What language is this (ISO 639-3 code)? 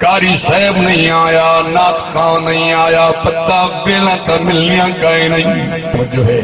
skr